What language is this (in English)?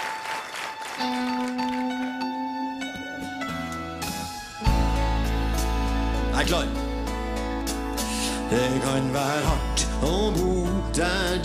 Norwegian